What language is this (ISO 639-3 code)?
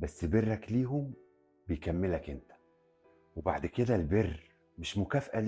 arz